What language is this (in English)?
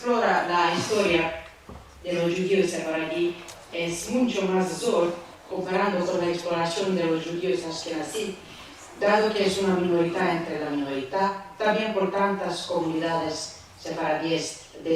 Ladino